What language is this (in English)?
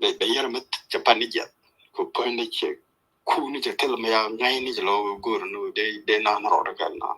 Nuer